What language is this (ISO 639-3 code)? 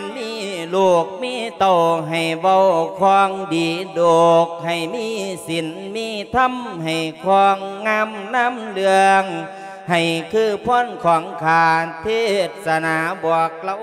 lao